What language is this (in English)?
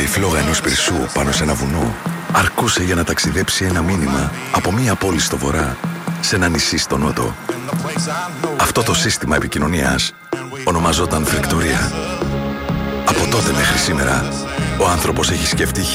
Greek